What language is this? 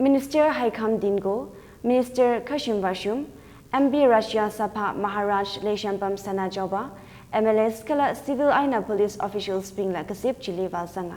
Tangkhul Naga (India)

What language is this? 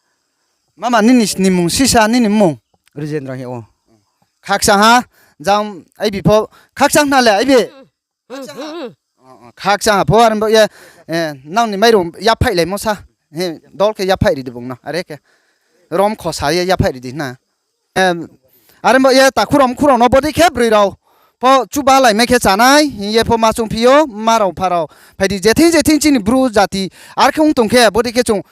Riang (India)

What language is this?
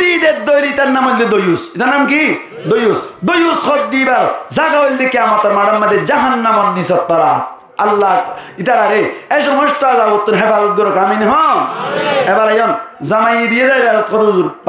Rohingya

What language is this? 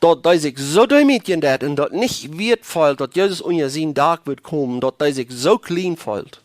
Plautdietsch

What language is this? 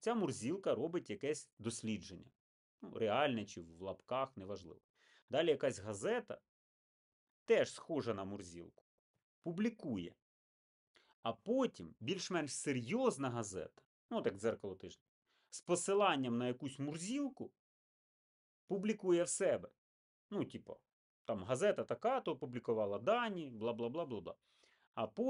Ukrainian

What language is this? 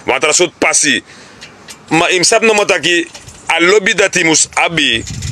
Sranan Tongo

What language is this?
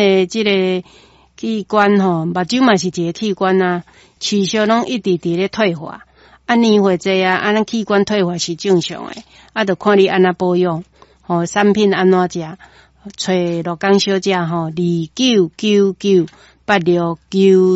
Min Nan Chinese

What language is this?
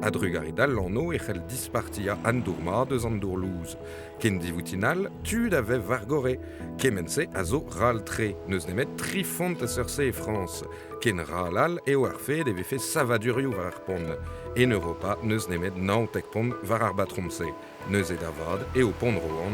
Breton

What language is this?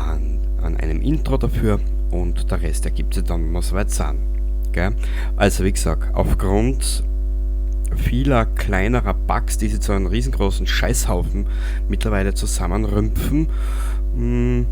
Bavarian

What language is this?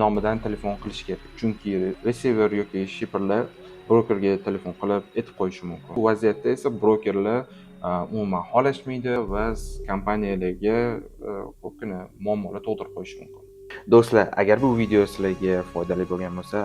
Uzbek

